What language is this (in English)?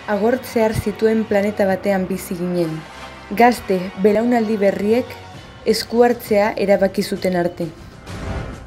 Basque